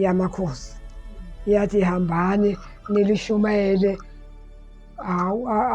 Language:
Zulu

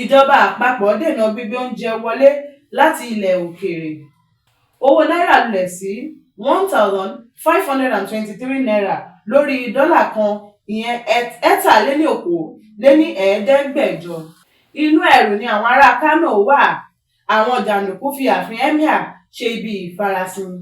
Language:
Yoruba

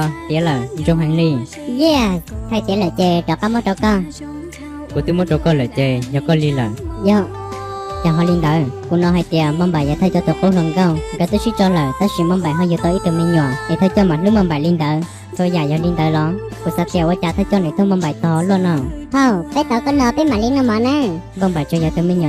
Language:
Hmong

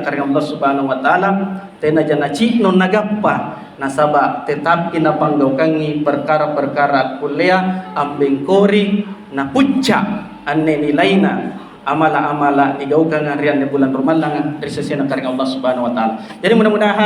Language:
Makasar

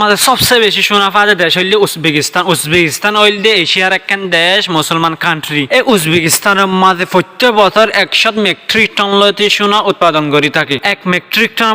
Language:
Rohingya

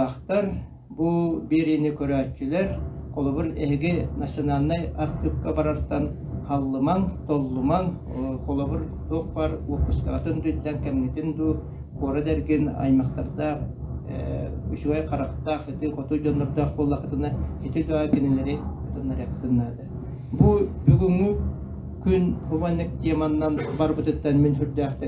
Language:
Yakut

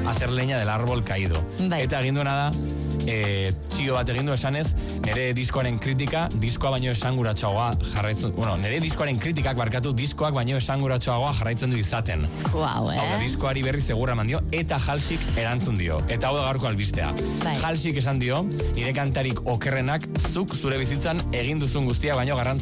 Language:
Basque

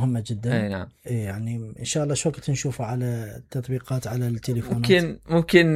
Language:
Mesopotamian Arabic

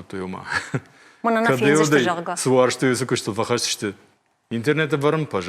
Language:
Ossetic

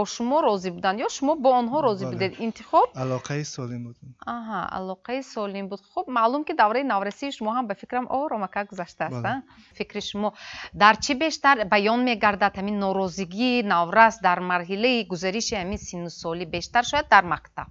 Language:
Tajik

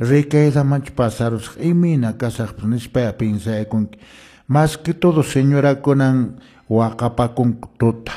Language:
Quechua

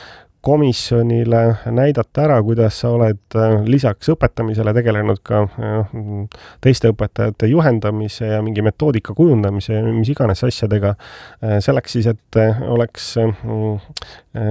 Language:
Estonian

